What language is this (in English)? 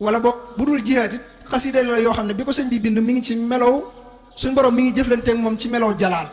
Wolof